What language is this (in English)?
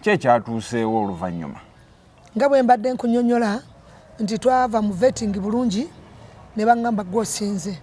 Ganda